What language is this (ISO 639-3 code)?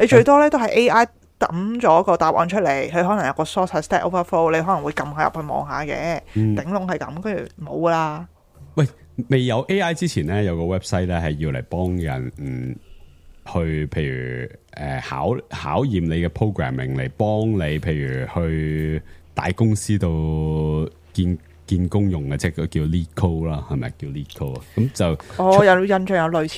yue